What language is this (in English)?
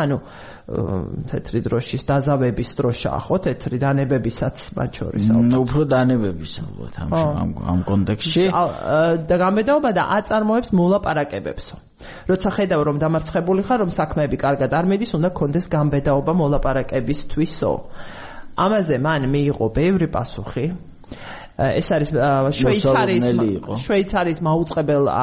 Georgian